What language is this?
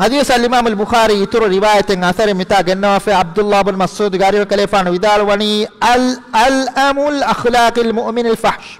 Divehi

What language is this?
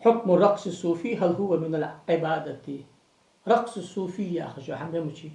Ingush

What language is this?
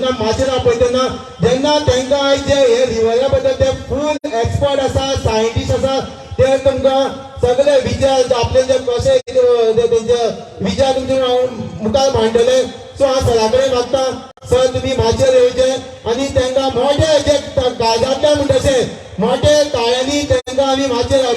Konkani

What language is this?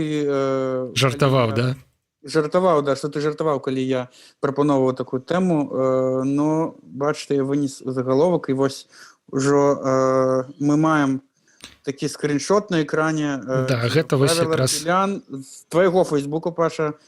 Belarusian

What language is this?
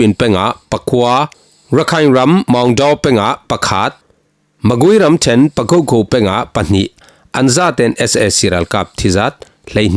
Falam Chin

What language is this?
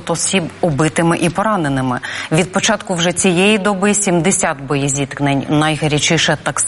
Ukrainian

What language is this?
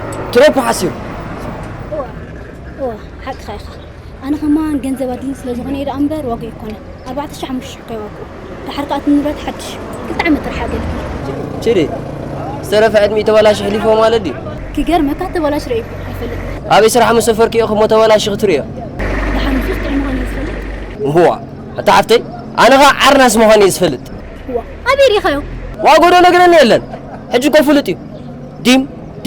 Tigrinya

